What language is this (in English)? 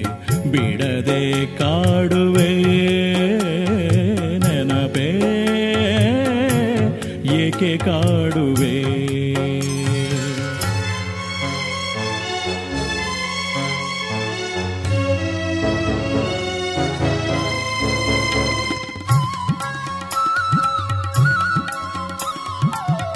Kannada